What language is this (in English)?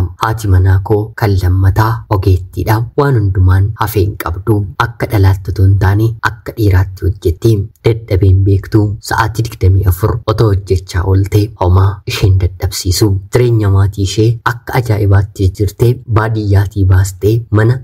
Oromo